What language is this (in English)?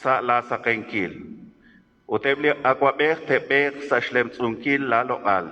Kekchí